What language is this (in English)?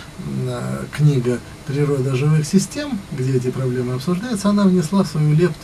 Russian